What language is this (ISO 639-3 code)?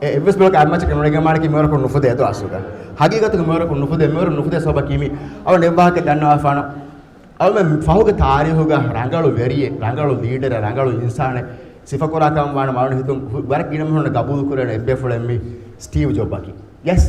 div